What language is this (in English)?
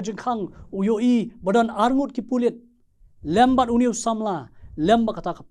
Khasi